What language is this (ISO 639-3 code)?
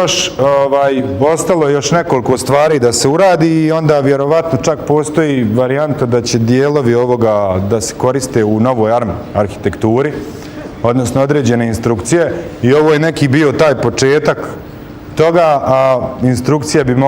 bos